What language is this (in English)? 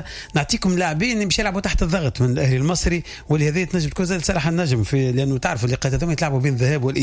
Tunisian Arabic